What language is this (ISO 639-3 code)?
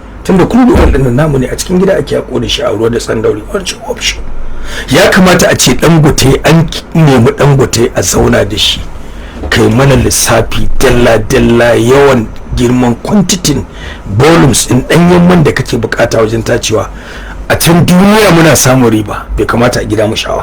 hau